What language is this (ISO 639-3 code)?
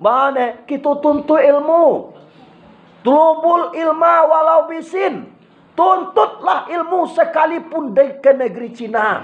min